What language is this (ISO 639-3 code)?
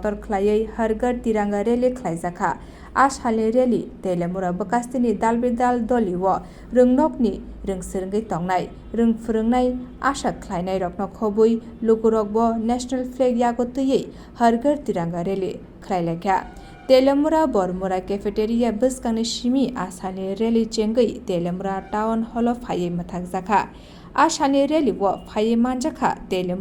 trp